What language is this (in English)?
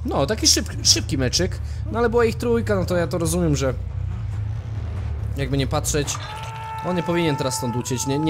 Polish